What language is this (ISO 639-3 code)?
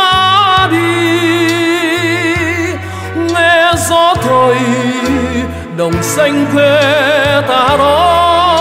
vie